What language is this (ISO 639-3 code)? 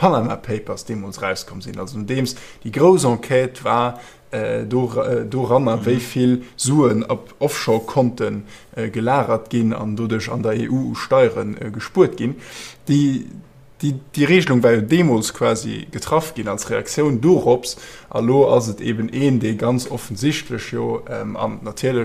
ltz